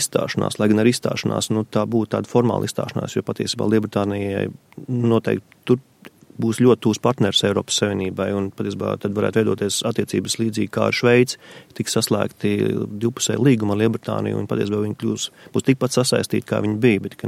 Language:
Latvian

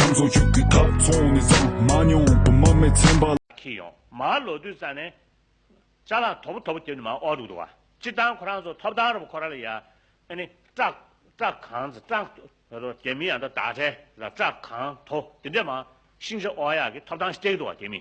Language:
Tibetan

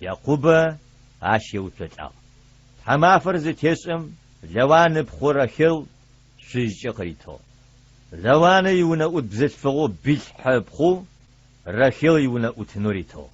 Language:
Adyghe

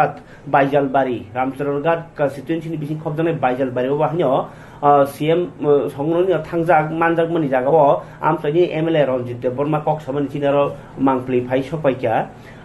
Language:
Kok Borok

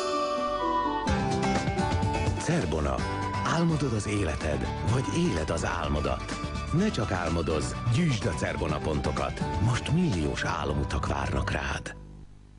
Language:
Hungarian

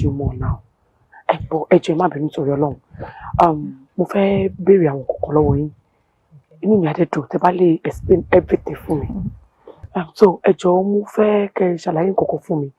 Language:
Yoruba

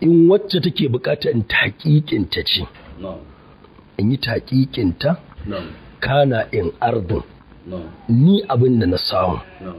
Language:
Hausa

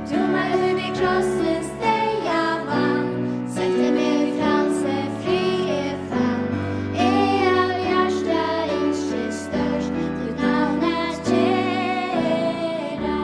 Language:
Faroese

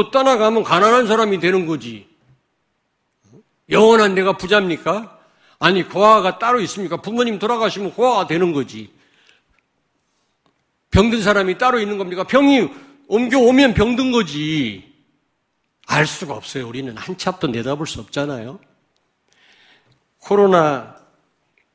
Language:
Korean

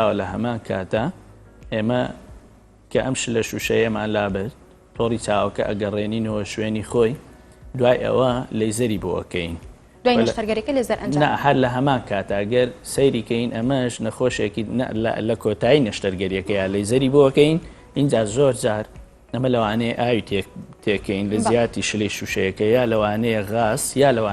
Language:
Central Kurdish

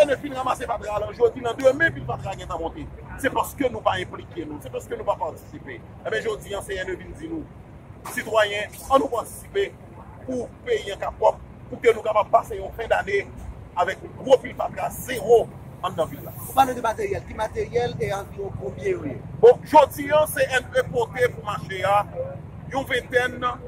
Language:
Haitian Creole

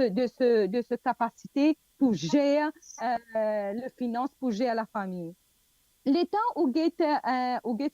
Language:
Morisyen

